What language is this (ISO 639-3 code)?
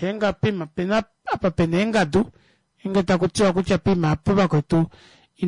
kua